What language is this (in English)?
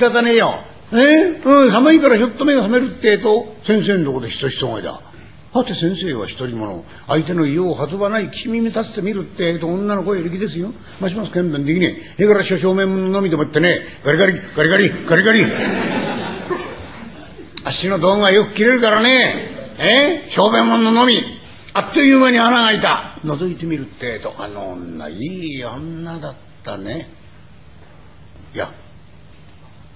Japanese